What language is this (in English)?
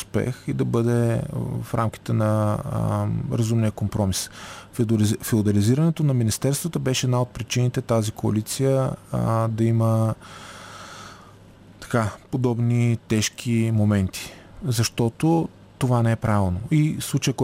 Bulgarian